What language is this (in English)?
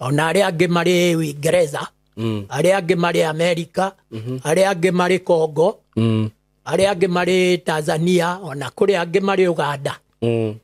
Kikuyu